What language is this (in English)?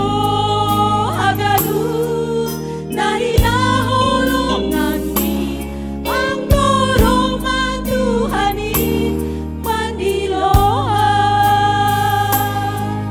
Batak Simalungun